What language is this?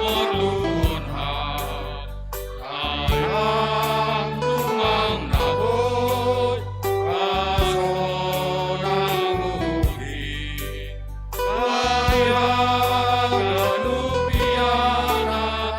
Batak Simalungun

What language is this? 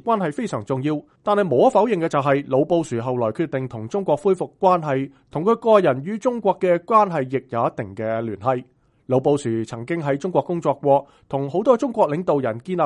Cantonese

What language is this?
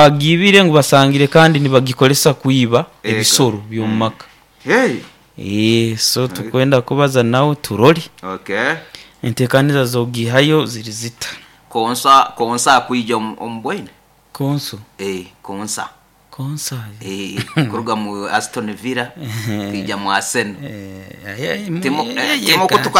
Nyoro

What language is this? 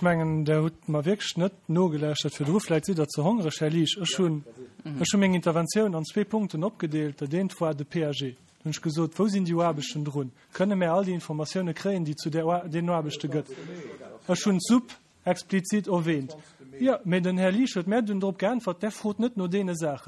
Luxembourgish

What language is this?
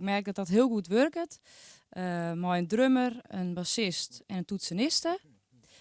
Western Frisian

